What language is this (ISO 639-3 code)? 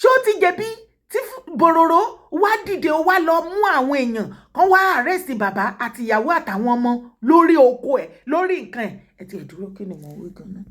yor